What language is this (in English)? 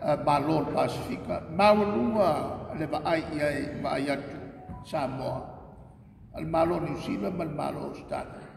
Samoan